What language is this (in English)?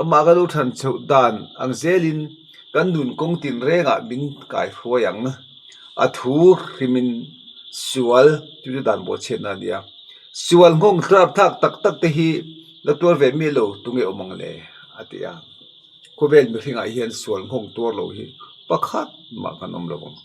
Mizo